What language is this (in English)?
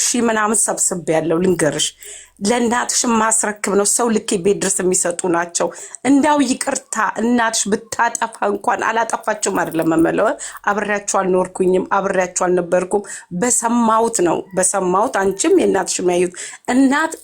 Amharic